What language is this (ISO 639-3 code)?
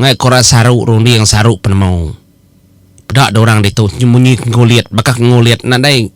iba